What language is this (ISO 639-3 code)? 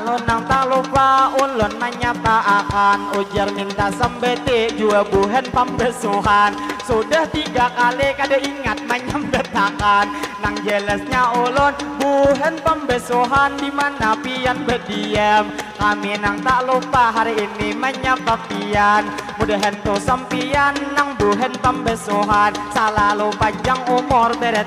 bjn